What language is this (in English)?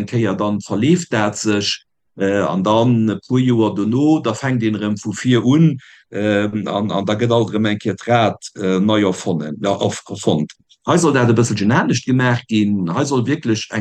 Luxembourgish